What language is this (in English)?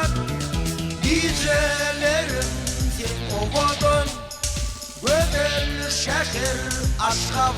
Turkmen